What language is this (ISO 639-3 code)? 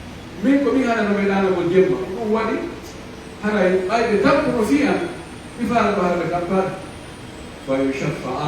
fuf